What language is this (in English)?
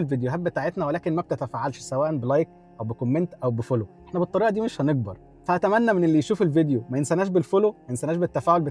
Egyptian Arabic